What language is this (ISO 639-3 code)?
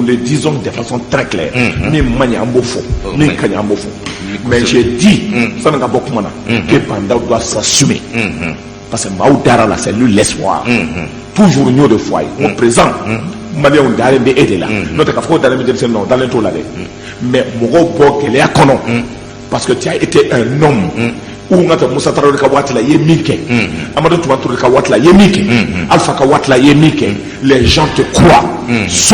bam